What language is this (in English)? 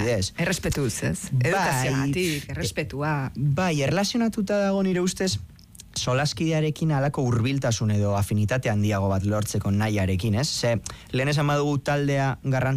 Basque